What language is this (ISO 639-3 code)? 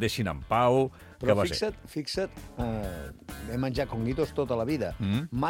cat